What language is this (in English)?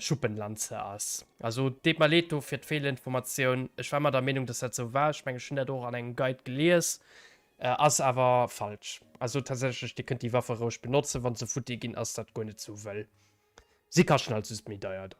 Luxembourgish